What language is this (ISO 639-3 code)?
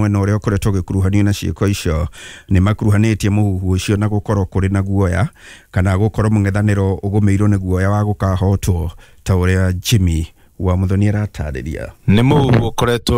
kik